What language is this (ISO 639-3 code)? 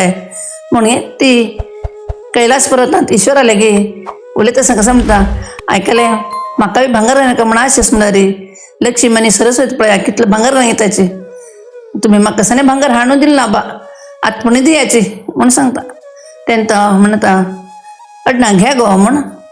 kok